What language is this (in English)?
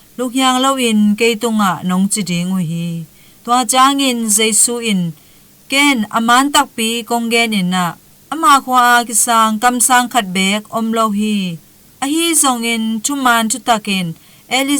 Tedim Chin